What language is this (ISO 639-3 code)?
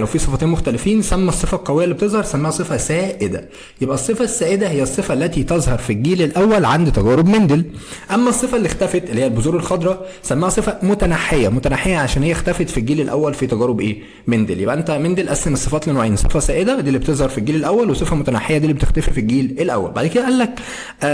arz